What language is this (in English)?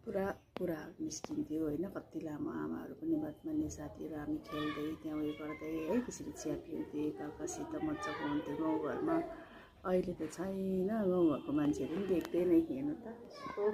Nepali